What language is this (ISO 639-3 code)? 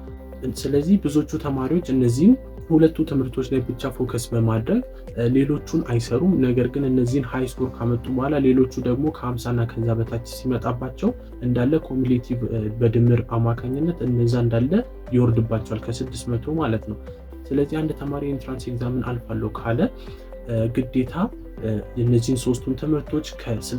amh